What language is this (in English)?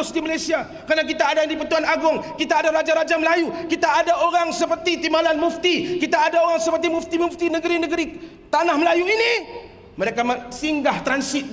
Malay